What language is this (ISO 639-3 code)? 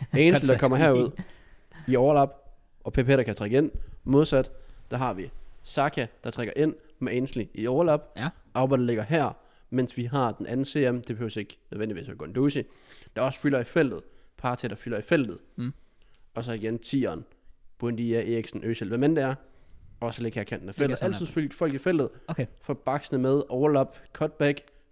dan